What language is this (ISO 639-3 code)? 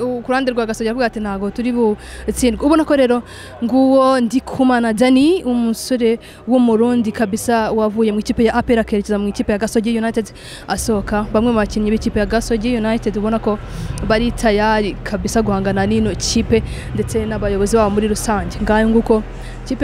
kin